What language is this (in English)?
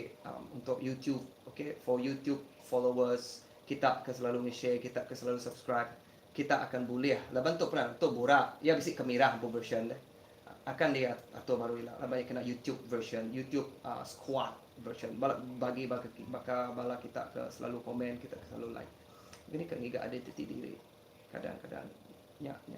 Iban